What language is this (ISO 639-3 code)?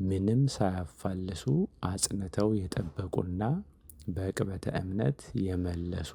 amh